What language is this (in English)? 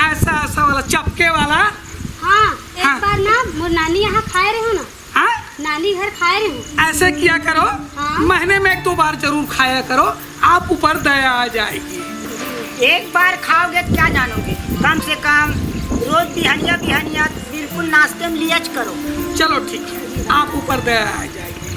Chhattisgarhi